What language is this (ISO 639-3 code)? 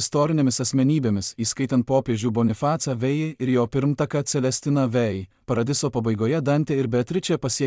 lit